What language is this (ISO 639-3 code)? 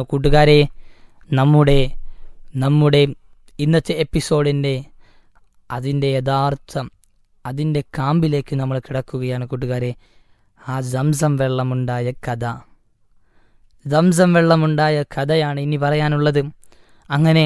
mal